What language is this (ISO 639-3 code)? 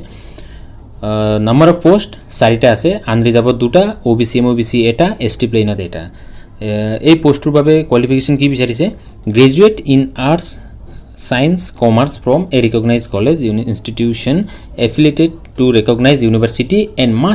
asm